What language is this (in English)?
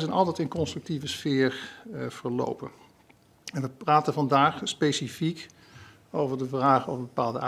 Dutch